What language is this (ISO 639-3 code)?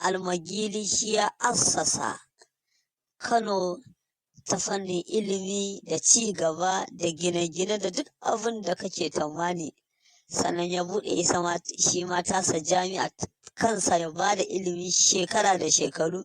hau